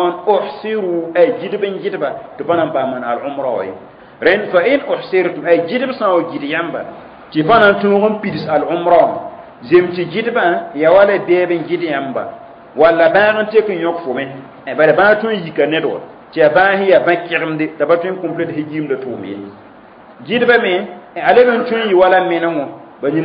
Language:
Mossi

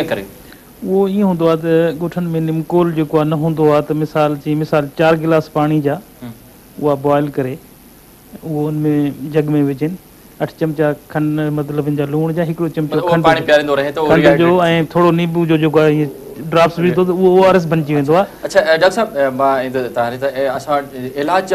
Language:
Sindhi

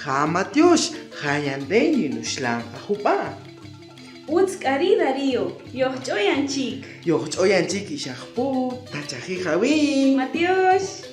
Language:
Kaqchikel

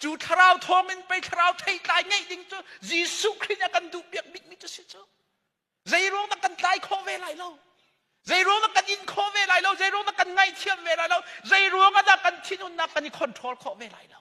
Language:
Hakha Chin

